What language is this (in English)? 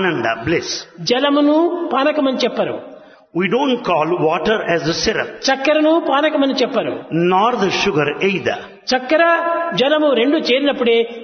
Telugu